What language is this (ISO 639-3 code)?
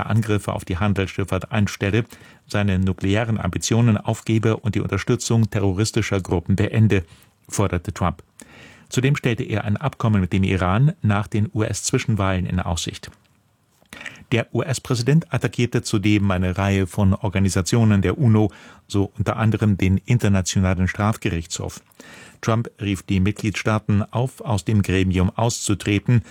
deu